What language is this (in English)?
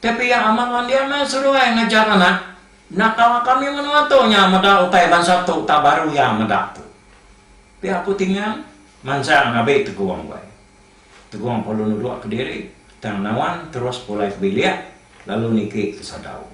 Iban